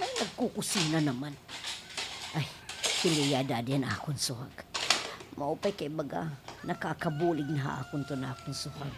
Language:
Waray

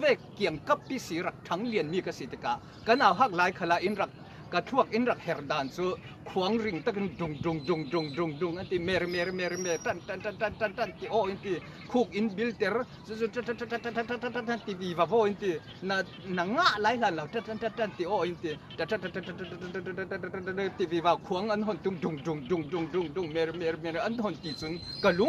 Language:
Falam Chin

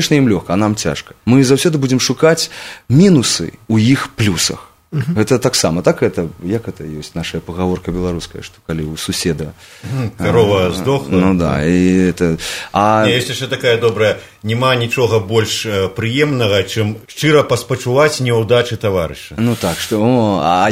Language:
Belarusian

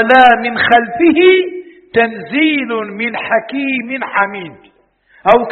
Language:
Arabic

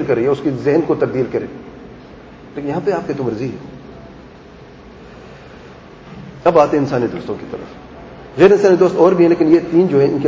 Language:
Urdu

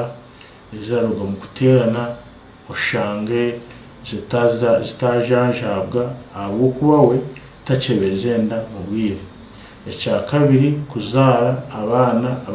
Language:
Nyankole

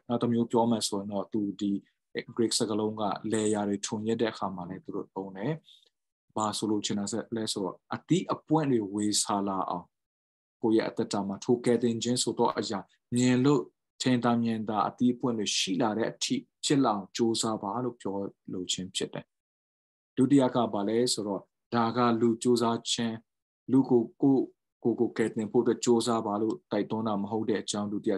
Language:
Burmese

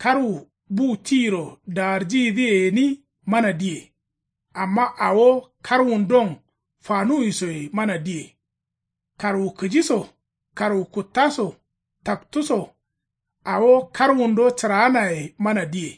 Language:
Kanuri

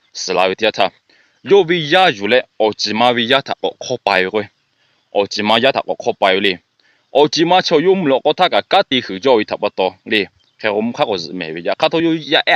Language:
Lahu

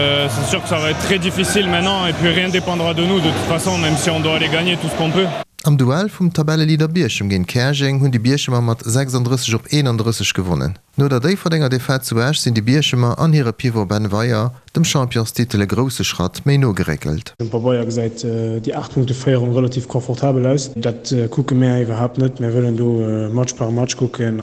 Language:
Luxembourgish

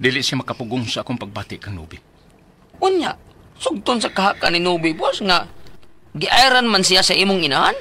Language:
Cebuano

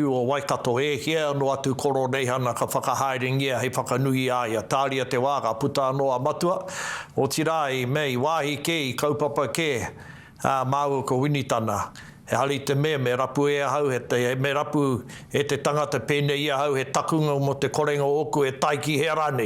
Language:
Māori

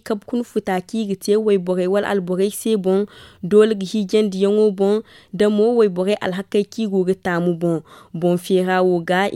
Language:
Zarma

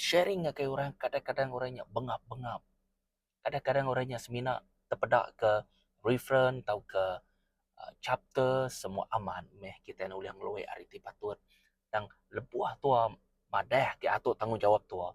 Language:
Iban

